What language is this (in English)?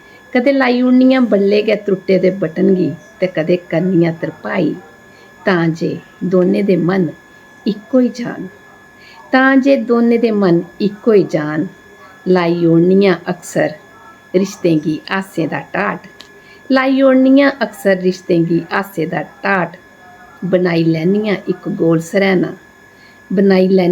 Dogri